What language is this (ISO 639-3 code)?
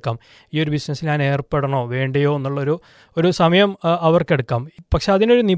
mal